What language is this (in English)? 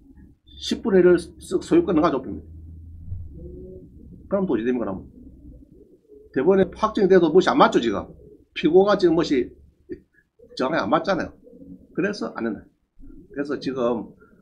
Korean